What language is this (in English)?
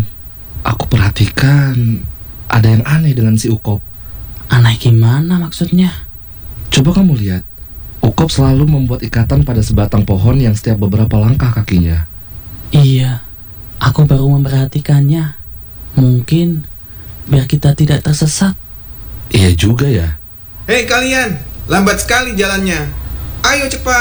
Indonesian